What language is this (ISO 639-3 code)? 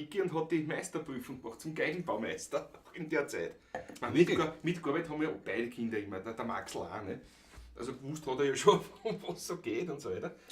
bar